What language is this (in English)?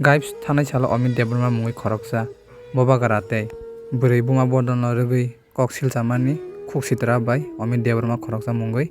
Kok Borok